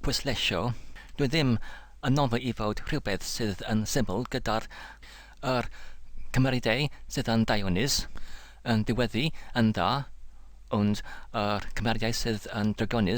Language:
Welsh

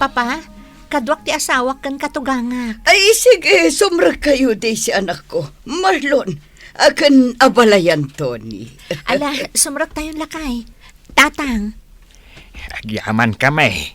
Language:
Iloko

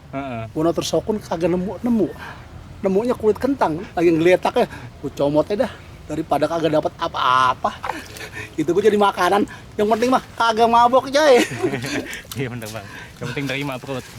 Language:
Betawi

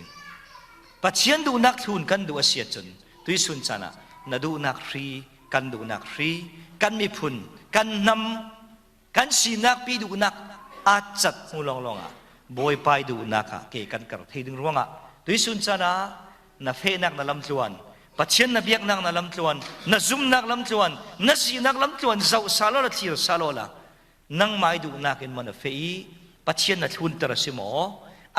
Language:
Falam Chin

